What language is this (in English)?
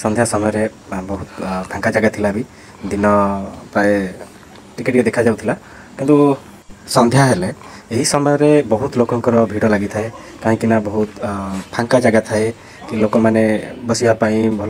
Odia